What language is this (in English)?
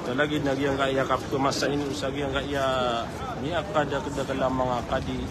Maranao